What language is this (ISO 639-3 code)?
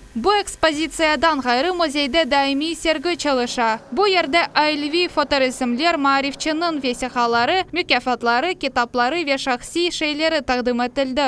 crh